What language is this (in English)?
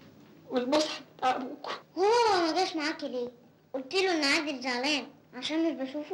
Egyptian Arabic